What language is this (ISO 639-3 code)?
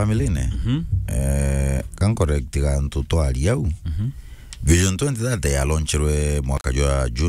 mer